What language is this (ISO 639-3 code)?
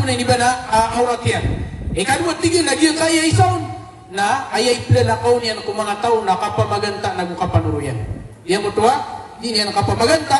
mrw